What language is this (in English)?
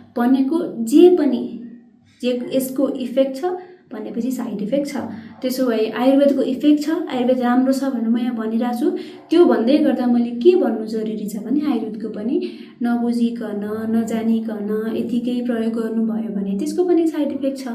Nepali